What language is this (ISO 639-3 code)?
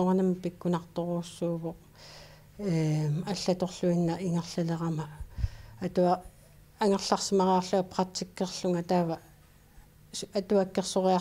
kal